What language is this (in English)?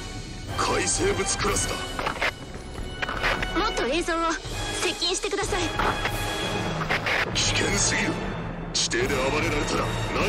Japanese